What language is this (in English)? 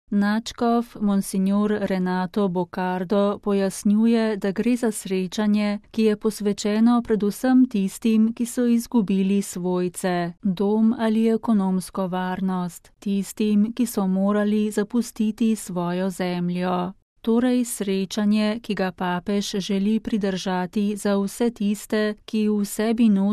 Slovenian